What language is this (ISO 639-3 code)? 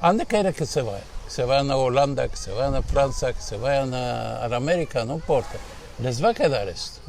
lad